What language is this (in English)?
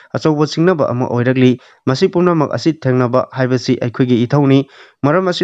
Manipuri